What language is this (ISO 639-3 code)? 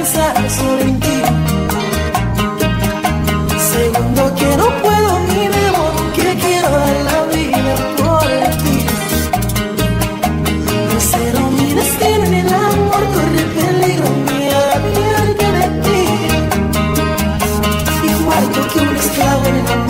spa